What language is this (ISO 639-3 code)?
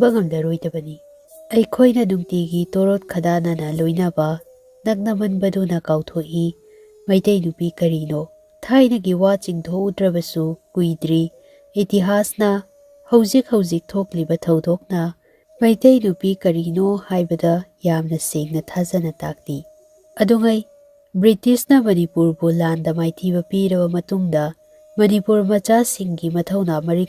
mni